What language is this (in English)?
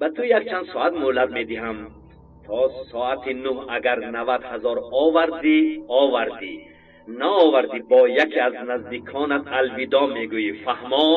Tajik